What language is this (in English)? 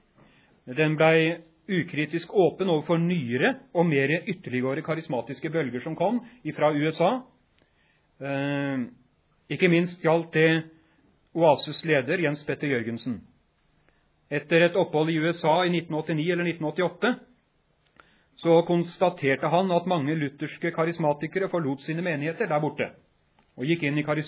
Norwegian